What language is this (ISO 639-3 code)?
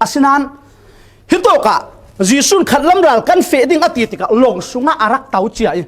cfm